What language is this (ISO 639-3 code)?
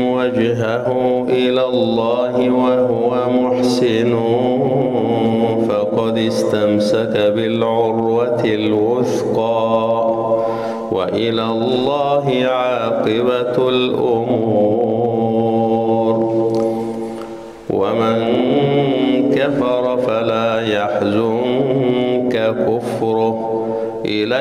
ara